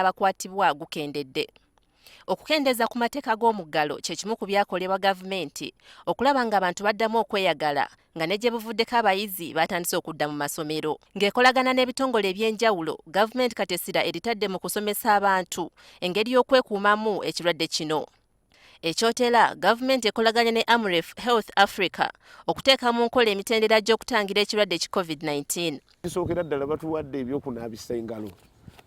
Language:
Ganda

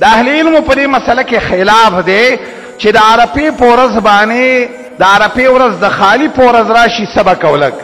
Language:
Pashto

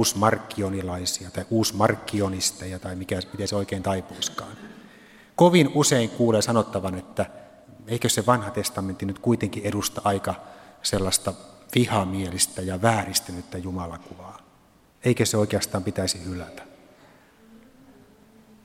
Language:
Finnish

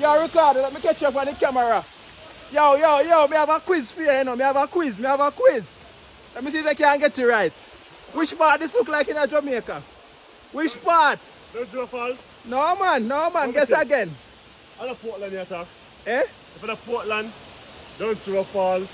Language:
Jamaican Creole English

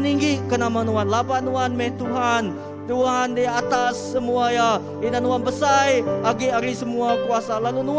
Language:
Iban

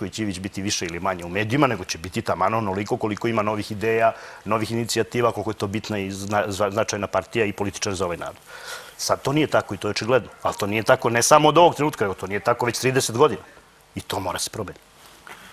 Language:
Serbian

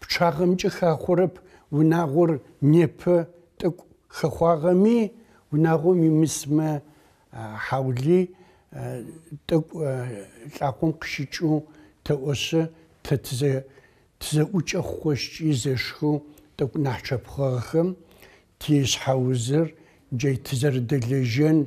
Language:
Adyghe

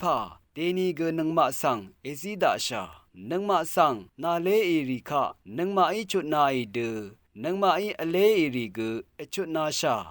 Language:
Rawang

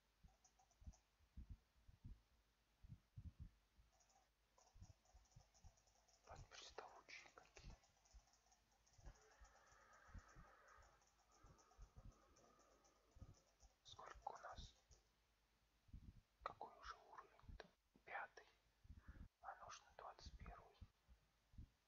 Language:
Russian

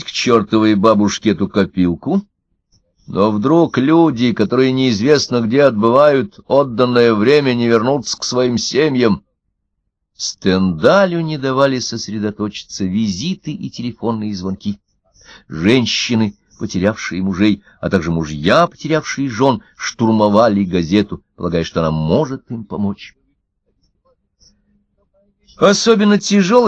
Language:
Russian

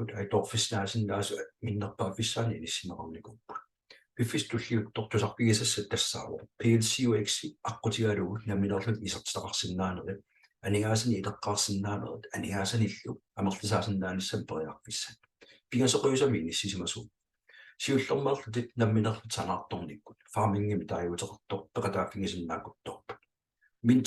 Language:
Kalaallisut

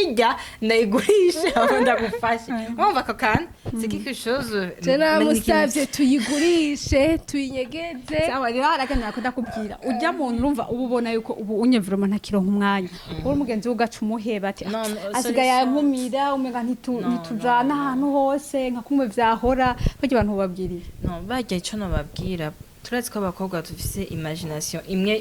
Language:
Rundi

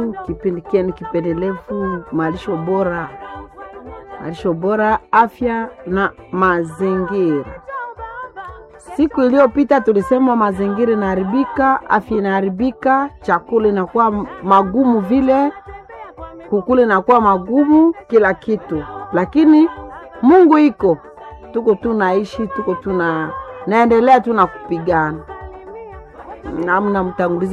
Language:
Swahili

